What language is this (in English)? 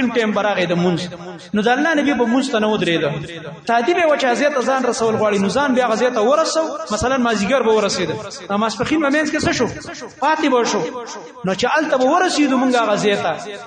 Pashto